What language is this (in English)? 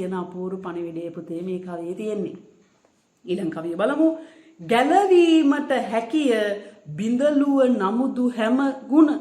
Sinhala